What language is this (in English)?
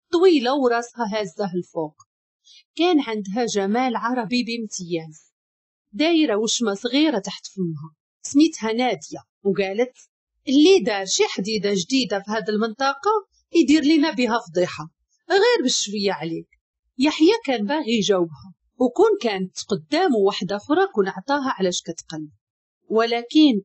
Moroccan Arabic